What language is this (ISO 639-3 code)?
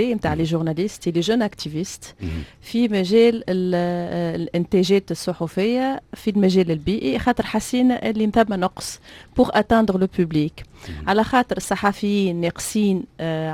aeb